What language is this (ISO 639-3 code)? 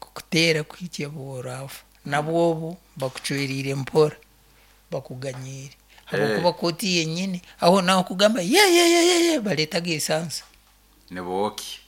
nyn